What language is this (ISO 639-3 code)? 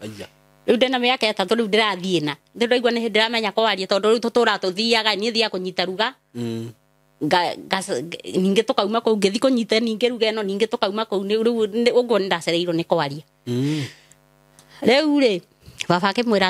kik